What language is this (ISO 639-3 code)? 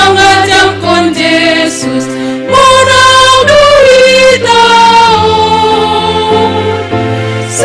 bts